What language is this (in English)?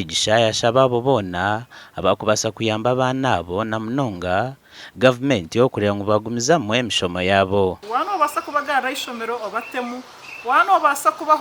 Nyankole